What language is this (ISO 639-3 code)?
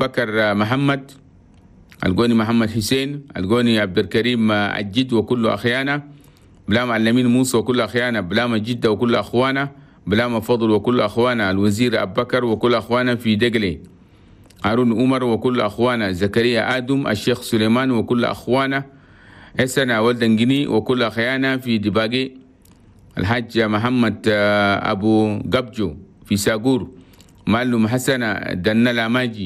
shu